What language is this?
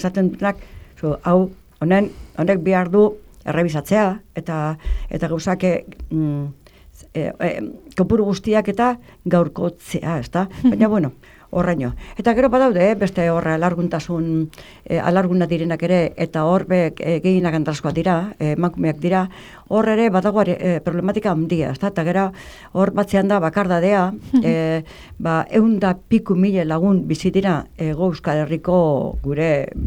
Basque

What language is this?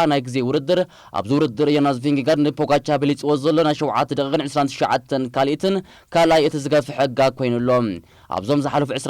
Tigrinya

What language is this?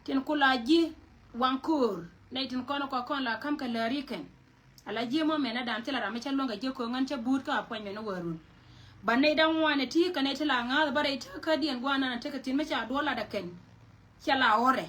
Nuer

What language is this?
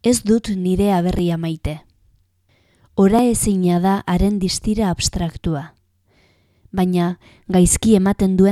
Basque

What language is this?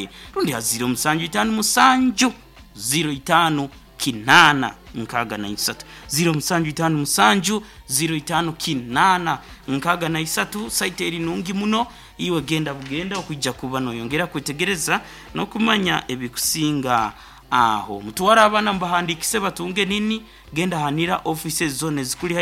Nyoro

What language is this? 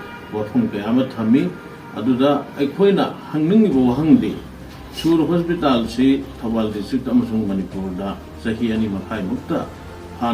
Manipuri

